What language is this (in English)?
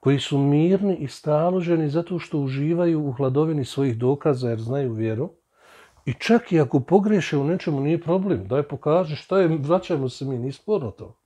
Bosnian